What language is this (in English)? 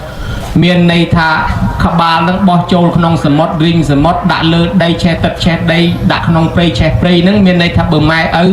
Khmer